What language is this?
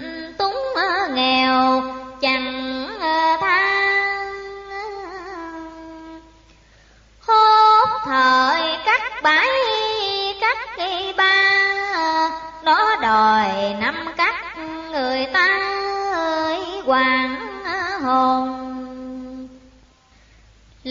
Vietnamese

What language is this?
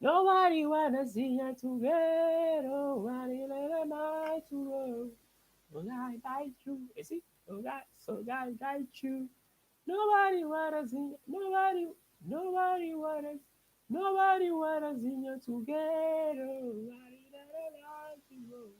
Kabuverdianu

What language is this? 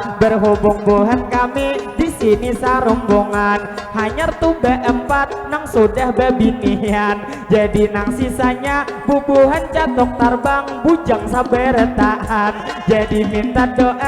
Banjar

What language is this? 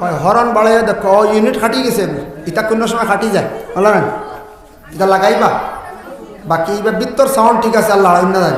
Sylheti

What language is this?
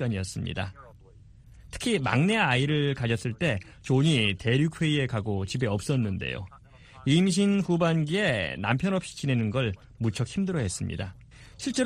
Korean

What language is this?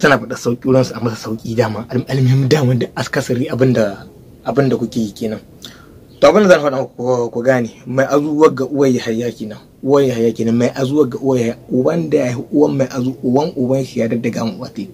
Hausa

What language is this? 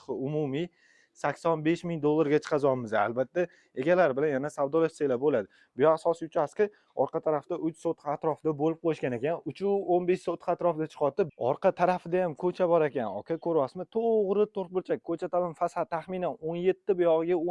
Uzbek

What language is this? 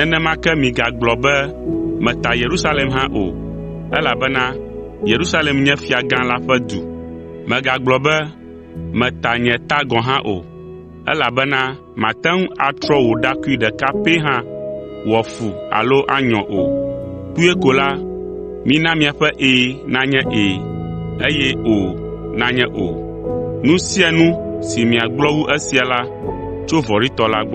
Ewe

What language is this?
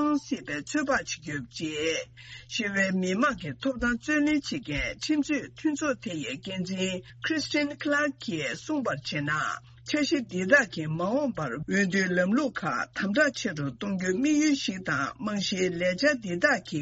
Tibetan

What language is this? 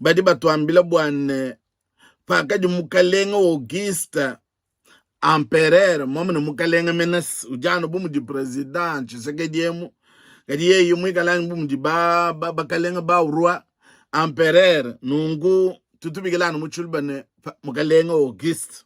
Luba-Lulua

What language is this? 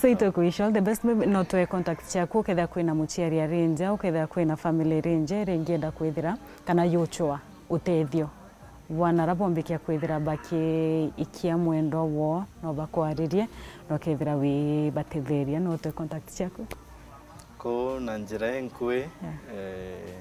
Meru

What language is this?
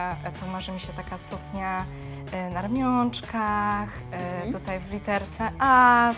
Polish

